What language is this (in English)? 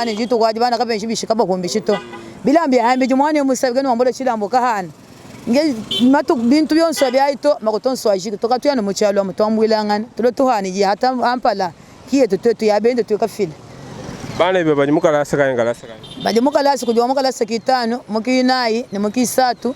Luba-Lulua